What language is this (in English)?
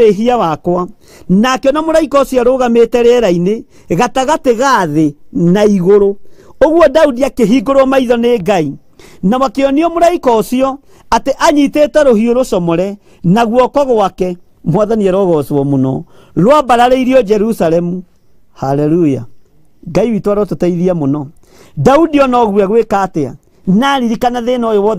Kikuyu